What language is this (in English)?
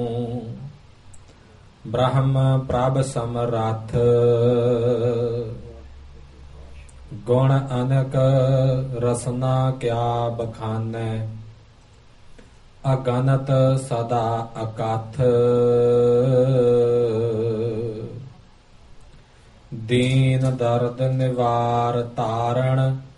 Punjabi